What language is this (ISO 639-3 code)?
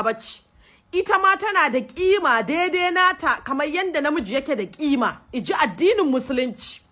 hau